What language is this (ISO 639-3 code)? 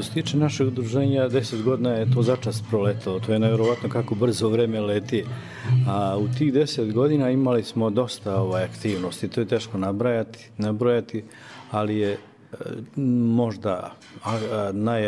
bos